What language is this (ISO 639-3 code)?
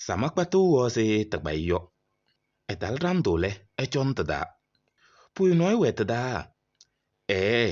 kbp